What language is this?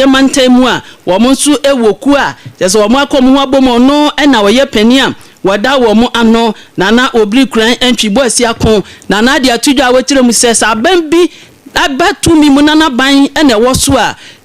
Akan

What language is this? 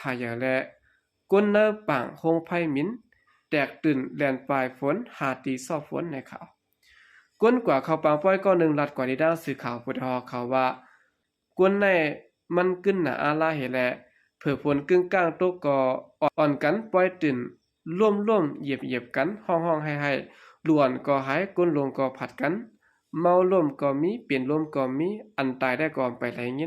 Shan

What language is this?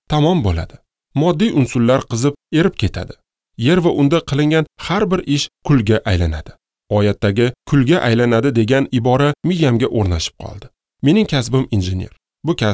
Uzbek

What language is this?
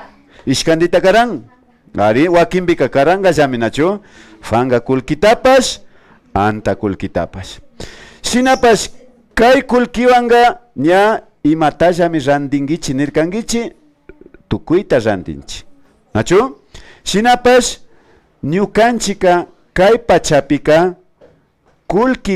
Imbabura Highland Quichua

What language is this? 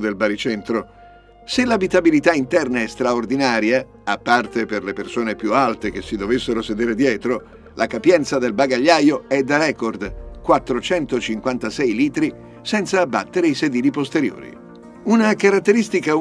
Italian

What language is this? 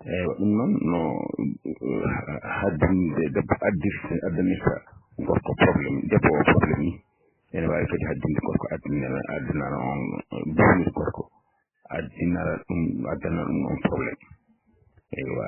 Fula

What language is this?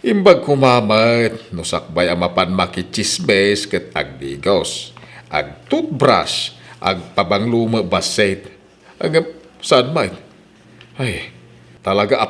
Iloko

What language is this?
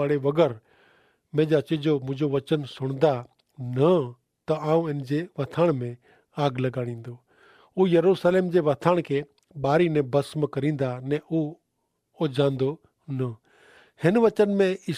Kachhi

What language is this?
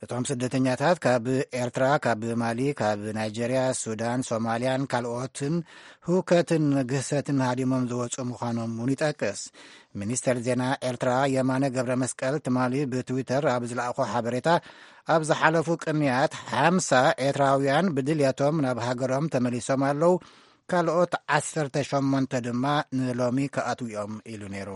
Tigrinya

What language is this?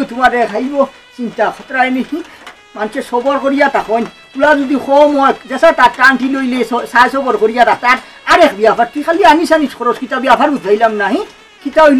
Sylheti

